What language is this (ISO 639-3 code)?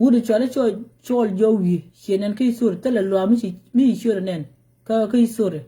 nus